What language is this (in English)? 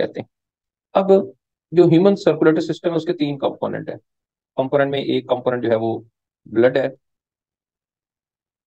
Hindi